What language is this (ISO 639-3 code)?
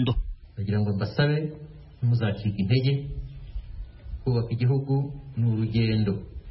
kin